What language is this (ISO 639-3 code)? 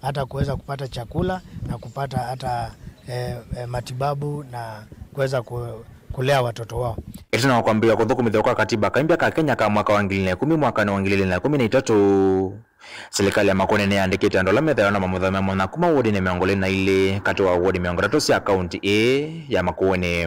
kam